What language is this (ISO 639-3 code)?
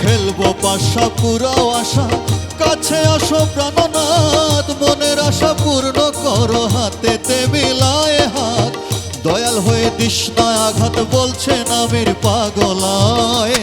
syl